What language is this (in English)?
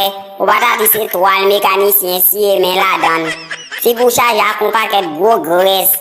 Haitian Creole